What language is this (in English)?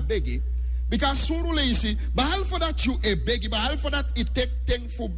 Sranan Tongo